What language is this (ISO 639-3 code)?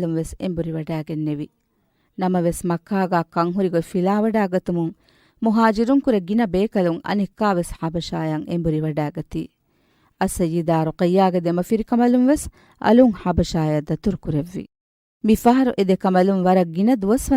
div